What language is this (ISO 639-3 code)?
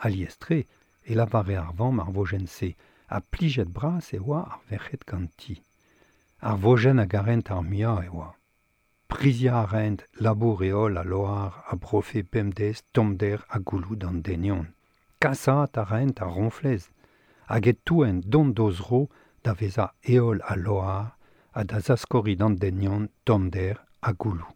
bre